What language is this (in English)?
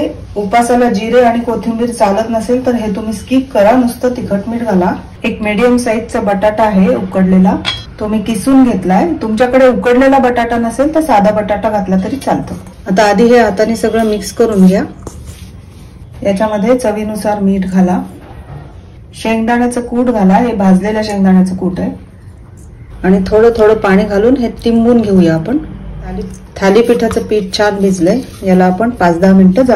Marathi